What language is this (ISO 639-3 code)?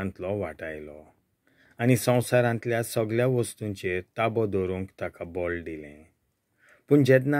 kok